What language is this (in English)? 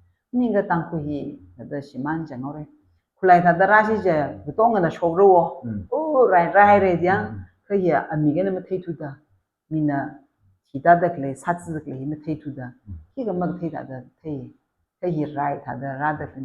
Tangkhul Naga (India)